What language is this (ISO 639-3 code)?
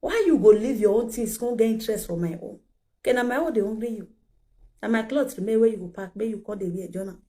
pcm